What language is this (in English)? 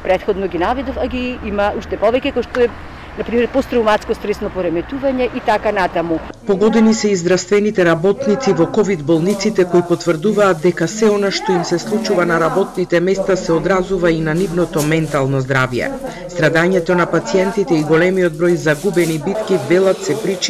Macedonian